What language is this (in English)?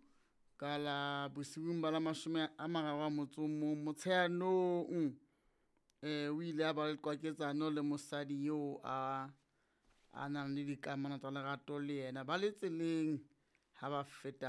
Southern Sotho